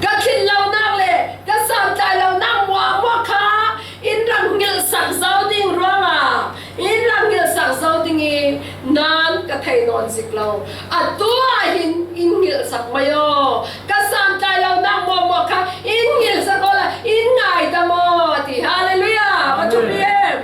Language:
Falam Chin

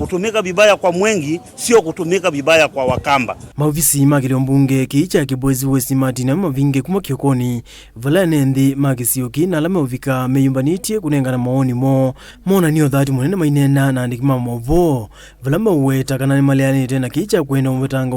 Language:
Kamba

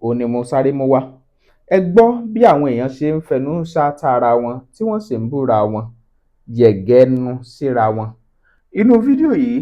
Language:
Yoruba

